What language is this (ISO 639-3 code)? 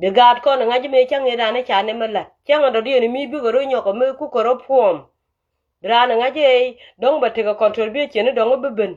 nus